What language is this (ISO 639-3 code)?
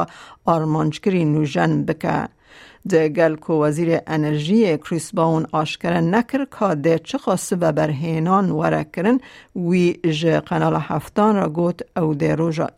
kur